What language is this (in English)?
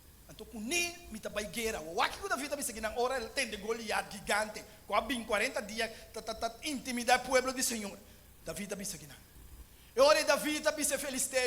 Papiamento